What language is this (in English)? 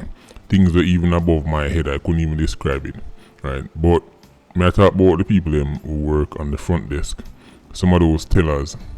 Jamaican Creole English